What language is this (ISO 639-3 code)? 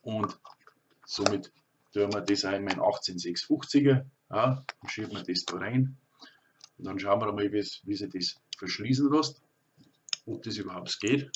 bar